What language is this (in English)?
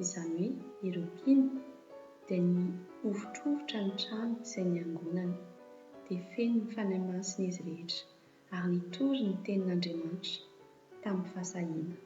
Malagasy